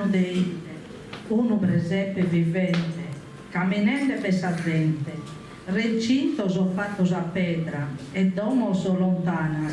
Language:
Sardinian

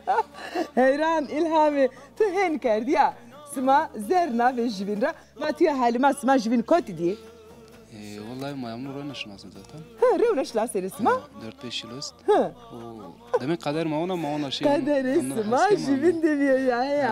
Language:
Zaza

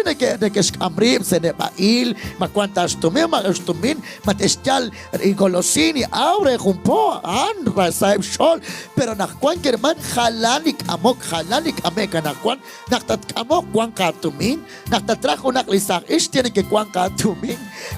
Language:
Kekchí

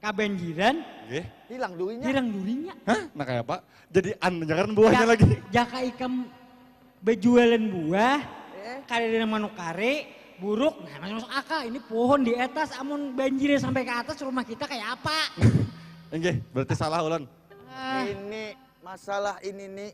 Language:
Banjar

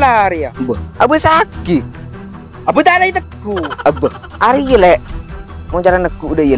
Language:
Madurese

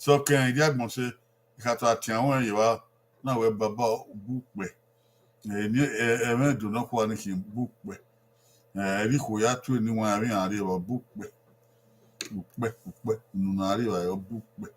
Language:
Bini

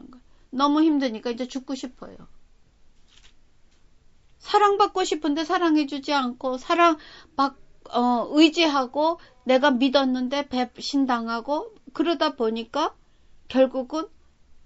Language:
Korean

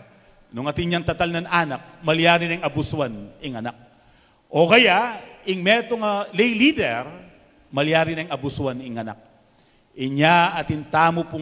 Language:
Pampanga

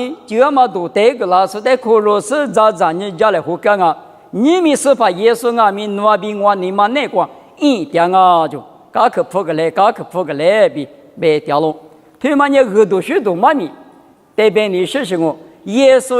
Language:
Lisu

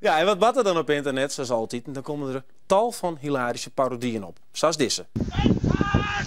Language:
Western Frisian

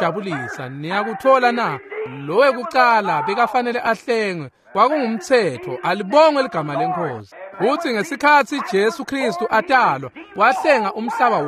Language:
Swati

